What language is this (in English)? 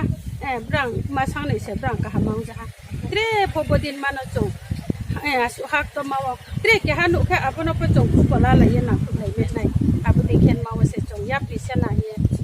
Riang (India)